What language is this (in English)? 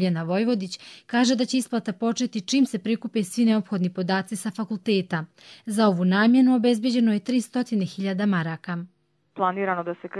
Croatian